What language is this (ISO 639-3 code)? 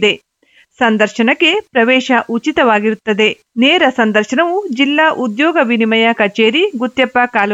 kan